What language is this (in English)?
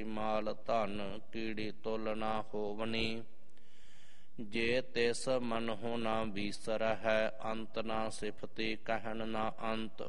Punjabi